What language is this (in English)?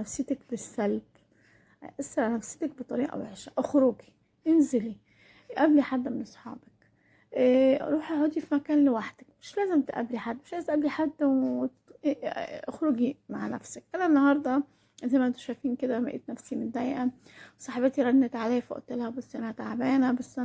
Egyptian Arabic